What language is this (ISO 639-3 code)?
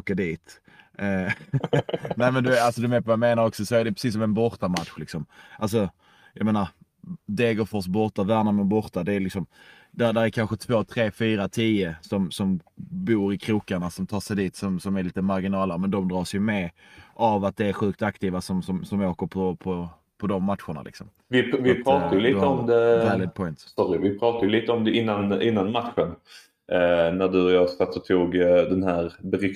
swe